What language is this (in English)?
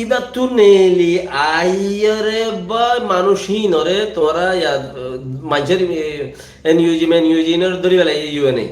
Rohingya